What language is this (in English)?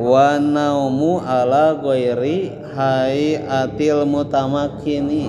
Sundanese